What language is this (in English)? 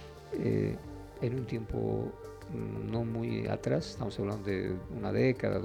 Spanish